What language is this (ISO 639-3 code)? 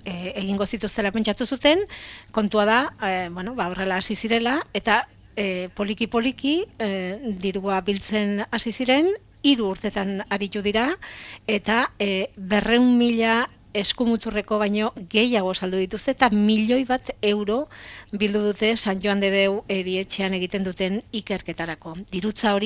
eus